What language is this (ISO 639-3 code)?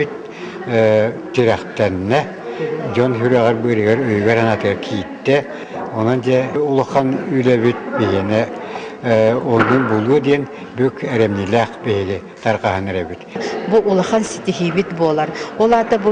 sah